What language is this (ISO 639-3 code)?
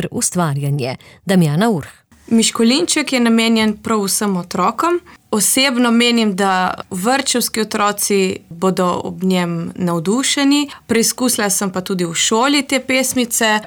slv